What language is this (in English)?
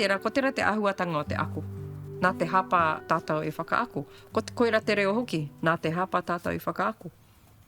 Māori